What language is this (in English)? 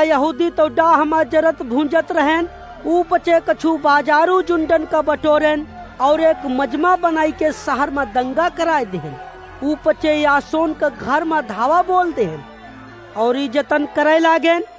Awadhi